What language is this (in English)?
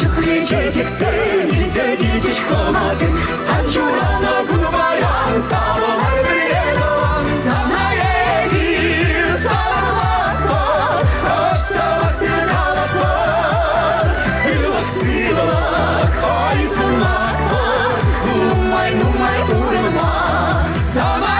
Chuvash